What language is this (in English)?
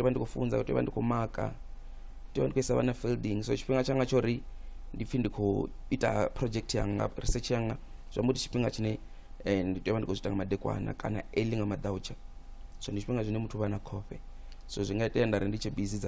Venda